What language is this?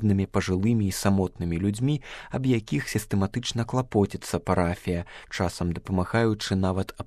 Belarusian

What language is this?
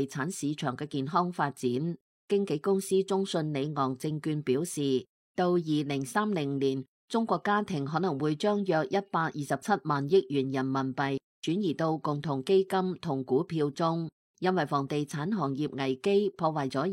Cantonese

